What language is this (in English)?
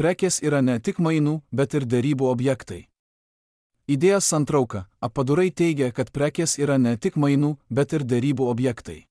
Lithuanian